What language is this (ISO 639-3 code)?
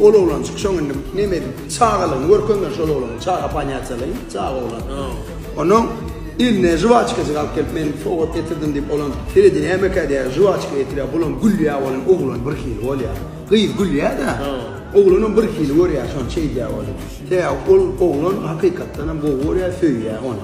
tuk